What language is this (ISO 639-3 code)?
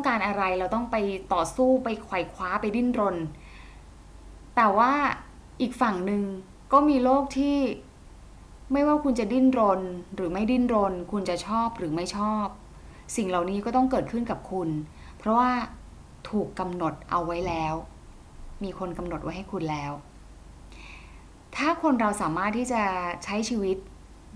tha